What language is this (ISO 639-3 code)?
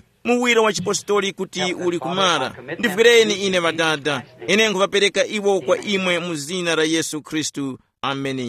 tum